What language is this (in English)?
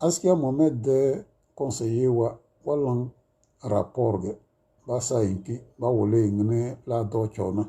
Tem